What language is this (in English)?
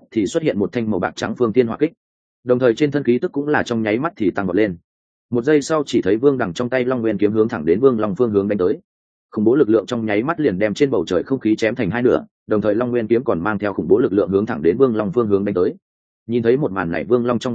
Vietnamese